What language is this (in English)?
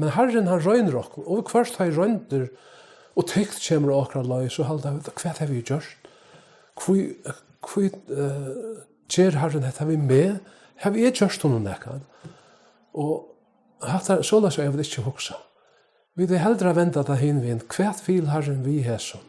Faroese